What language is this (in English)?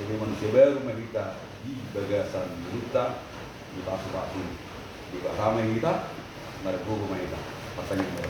Batak Toba